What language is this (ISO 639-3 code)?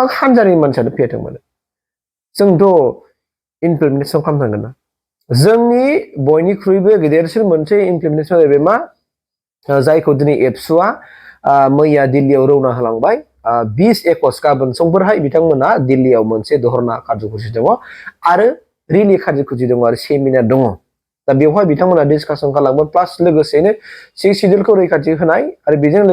brx